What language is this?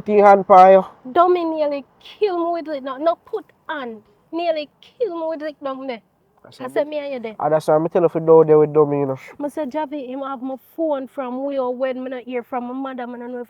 Jamaican Creole English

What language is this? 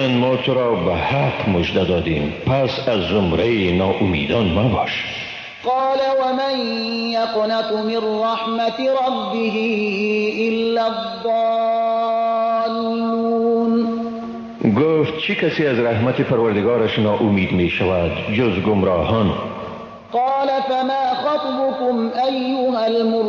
Persian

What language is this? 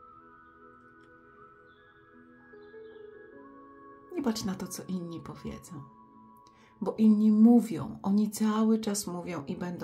Polish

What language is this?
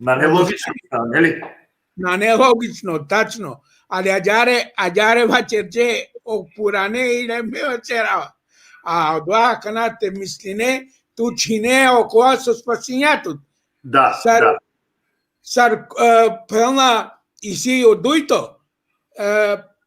Balkan Romani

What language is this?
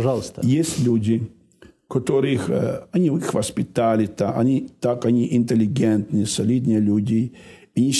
Russian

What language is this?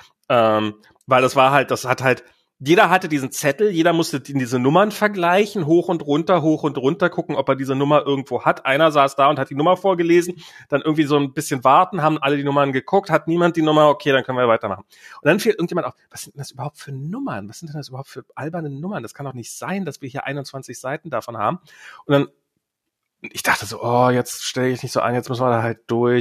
German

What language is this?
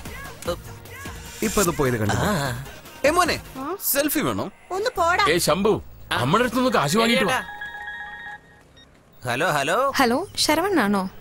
Malayalam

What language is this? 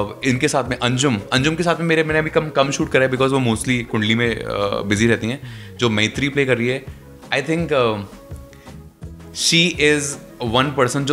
Hindi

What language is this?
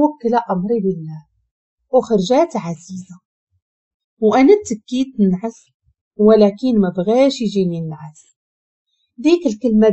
Moroccan Arabic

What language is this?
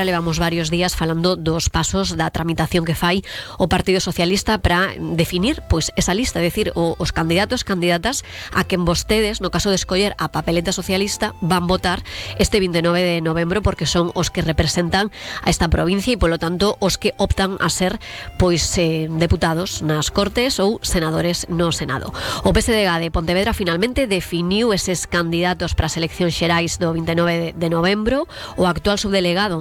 Galician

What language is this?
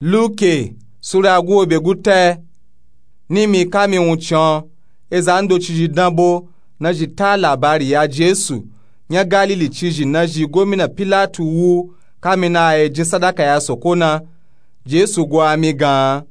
Nupe-Nupe-Tako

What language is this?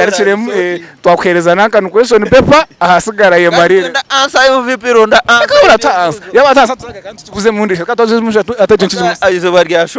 Nyankole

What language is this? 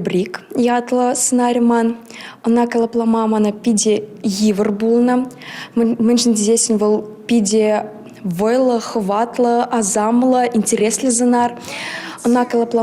Chuvash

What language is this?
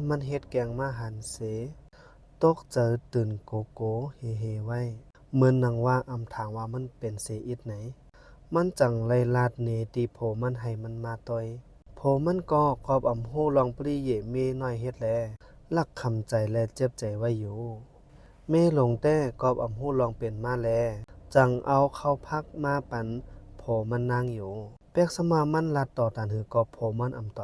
Shan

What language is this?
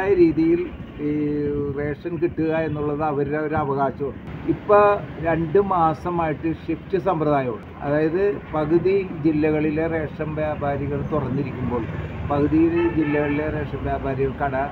Malayalam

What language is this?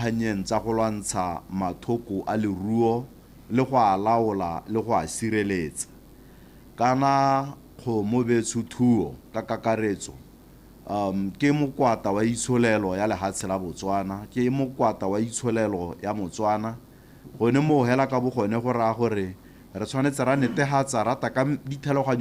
Tswana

